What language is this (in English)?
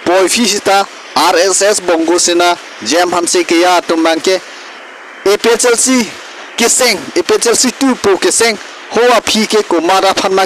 Karbi